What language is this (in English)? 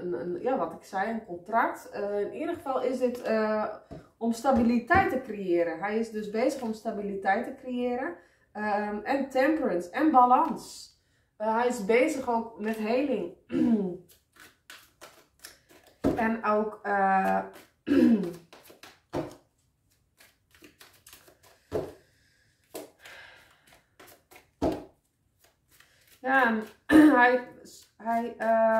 Dutch